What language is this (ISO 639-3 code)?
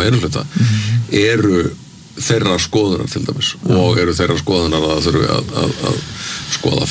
isl